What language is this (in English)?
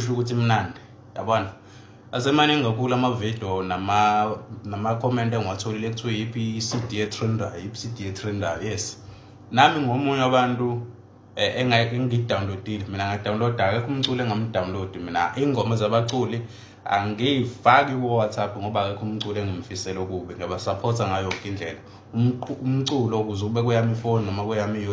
Zulu